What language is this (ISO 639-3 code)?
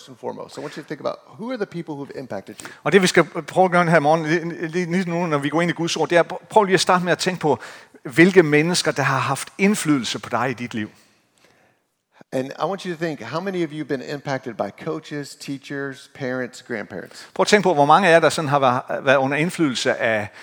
dan